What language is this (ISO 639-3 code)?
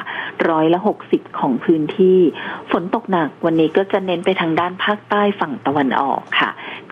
tha